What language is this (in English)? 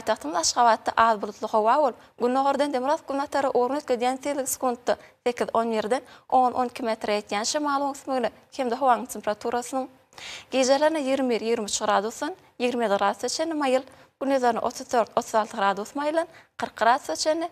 Turkmen